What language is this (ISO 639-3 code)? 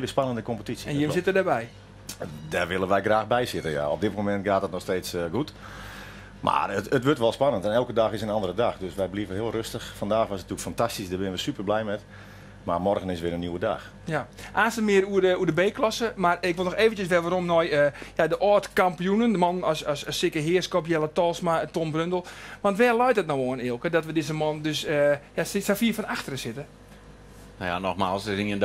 fry